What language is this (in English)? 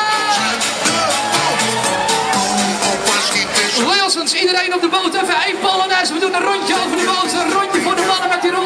Dutch